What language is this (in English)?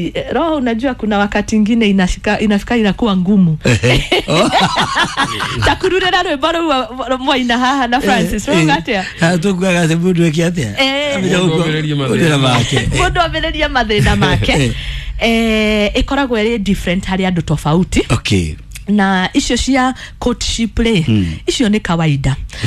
Kikuyu